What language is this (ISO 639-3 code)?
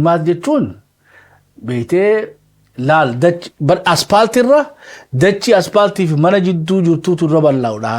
orm